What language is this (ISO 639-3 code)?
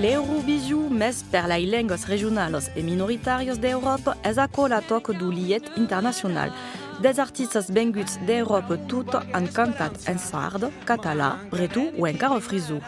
oci